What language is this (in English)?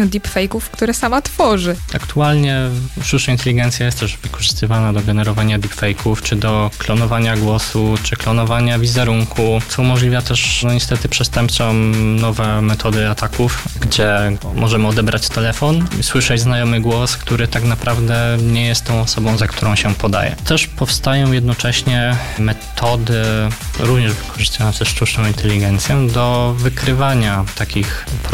Polish